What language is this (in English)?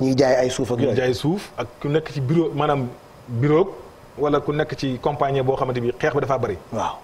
Wolof